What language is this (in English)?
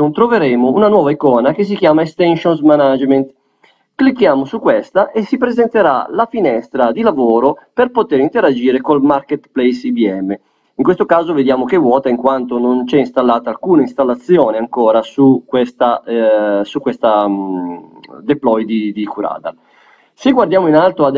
Italian